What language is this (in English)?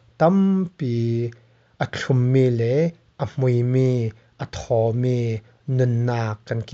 Falam Chin